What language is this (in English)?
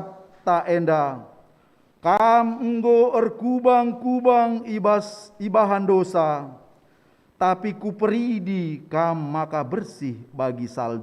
Batak Karo